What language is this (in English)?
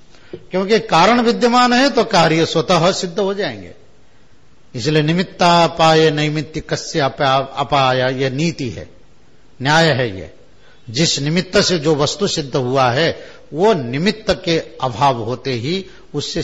Hindi